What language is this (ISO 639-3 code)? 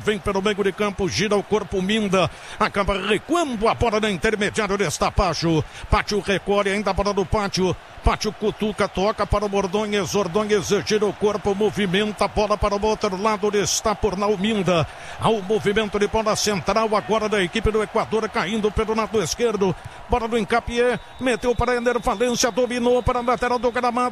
por